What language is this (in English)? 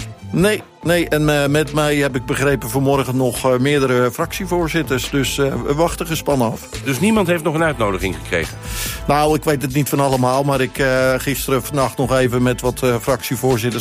Dutch